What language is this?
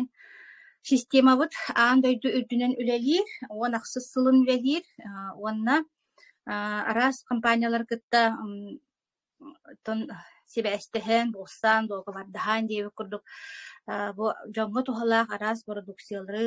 Yakut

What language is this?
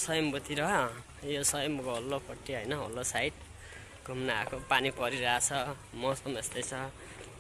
Nepali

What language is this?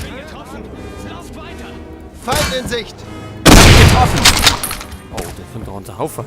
Bavarian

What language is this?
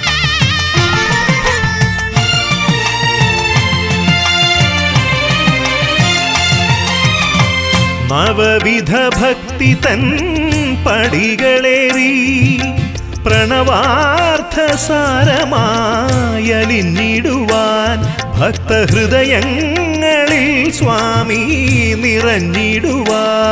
Malayalam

